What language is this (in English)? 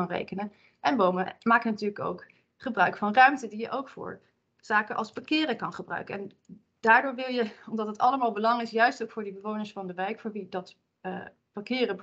Dutch